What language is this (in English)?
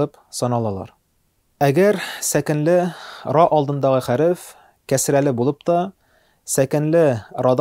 Tatar